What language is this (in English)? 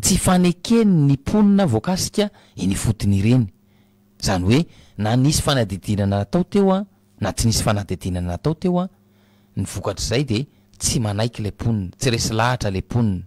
Malagasy